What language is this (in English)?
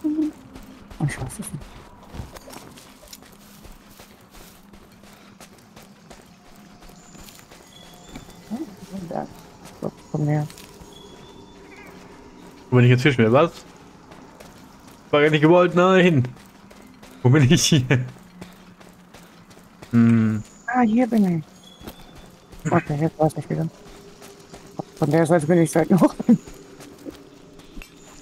German